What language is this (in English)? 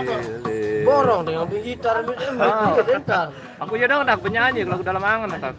Sasak